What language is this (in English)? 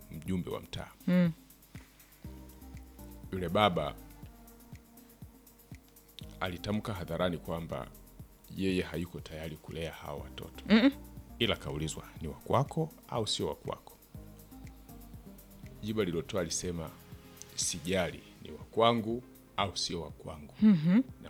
Swahili